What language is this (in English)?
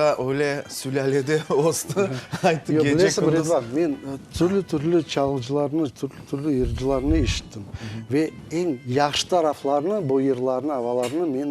Crimean Tatar